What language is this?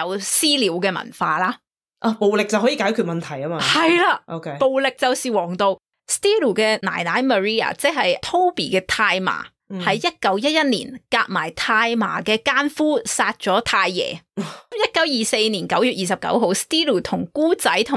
Cantonese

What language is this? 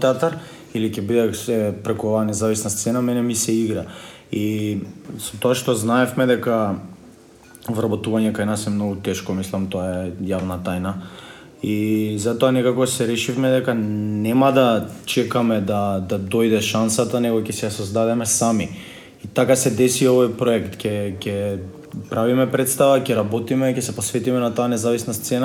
Macedonian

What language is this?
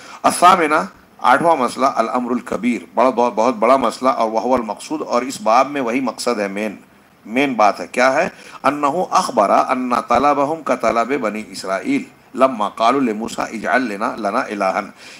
Urdu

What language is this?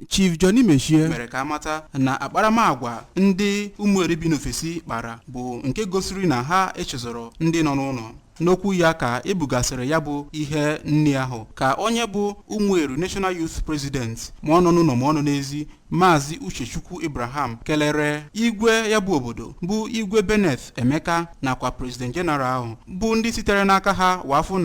Igbo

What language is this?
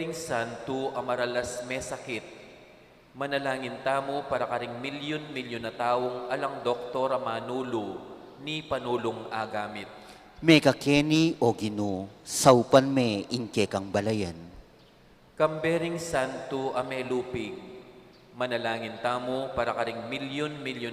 Pampanga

